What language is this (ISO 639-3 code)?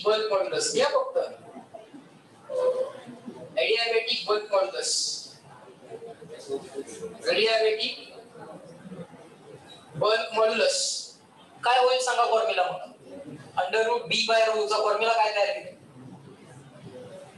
mar